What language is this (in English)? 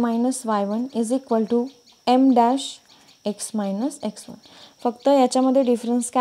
Marathi